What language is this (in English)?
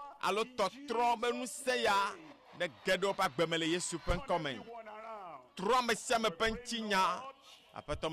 Ewe